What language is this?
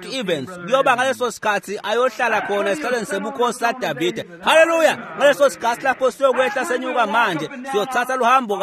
Swati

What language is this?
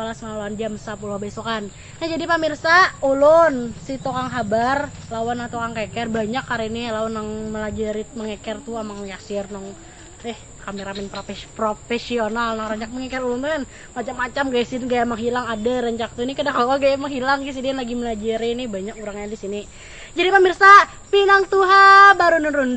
Banjar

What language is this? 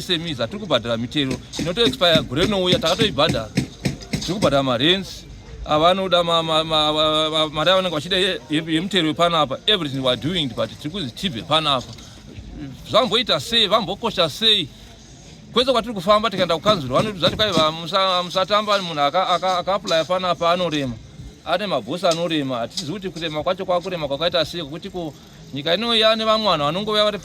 Shona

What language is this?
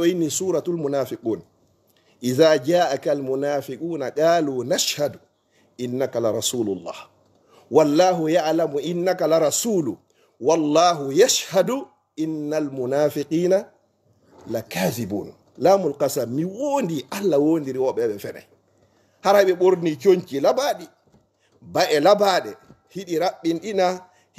Fula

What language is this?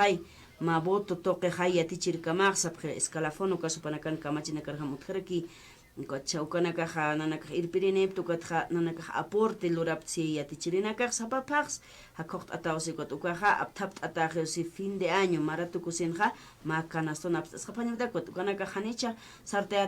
Aymara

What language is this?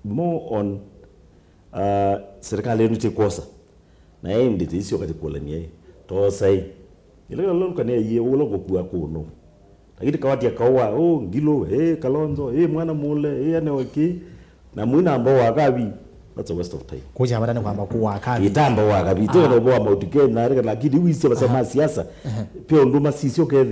Kamba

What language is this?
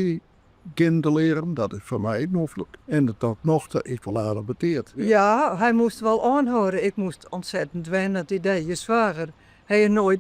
Western Frisian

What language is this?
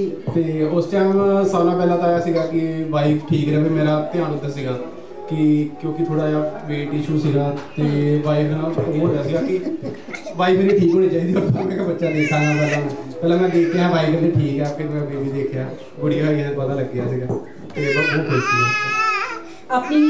Punjabi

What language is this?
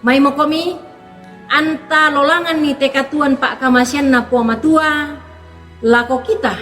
Toraja-Sa'dan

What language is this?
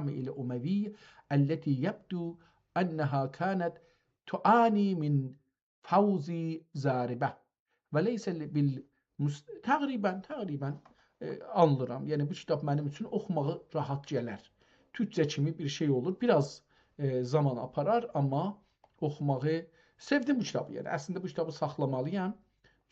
South Azerbaijani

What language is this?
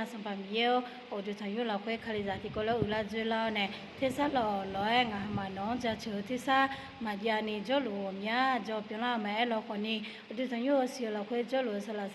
Akha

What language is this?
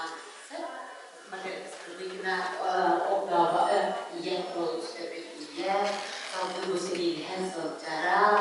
Yakut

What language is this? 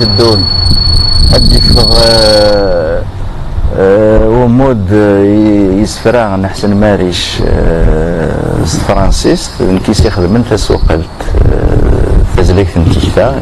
Kabyle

